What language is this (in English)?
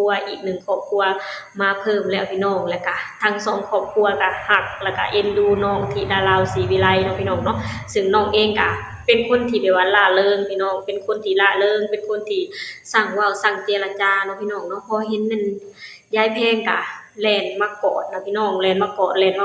Lao